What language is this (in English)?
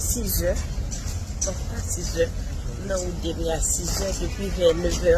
Haitian Creole